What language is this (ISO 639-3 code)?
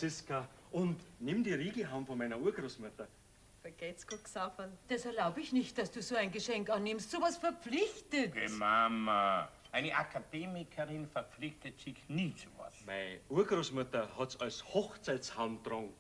bar